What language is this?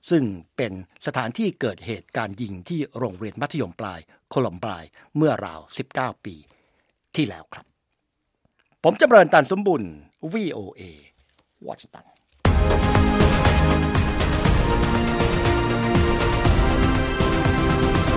Thai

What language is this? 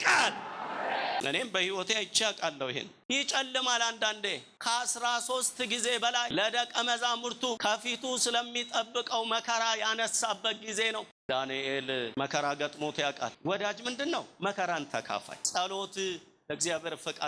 Amharic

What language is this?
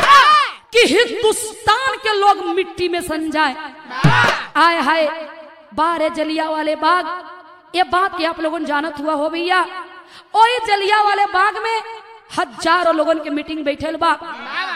Bhojpuri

